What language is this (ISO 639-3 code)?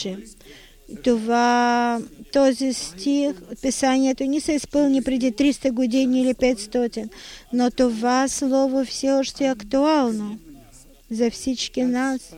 bul